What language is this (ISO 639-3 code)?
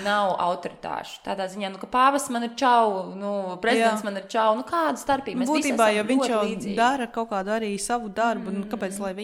lav